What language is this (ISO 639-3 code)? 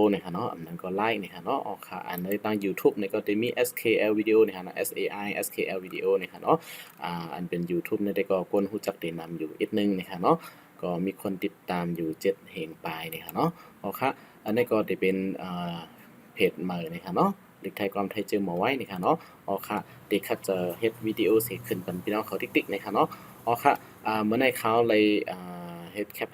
shn